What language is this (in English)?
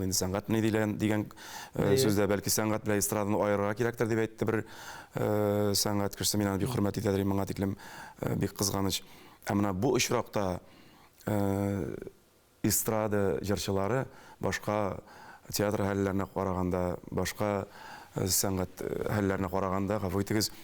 Tatar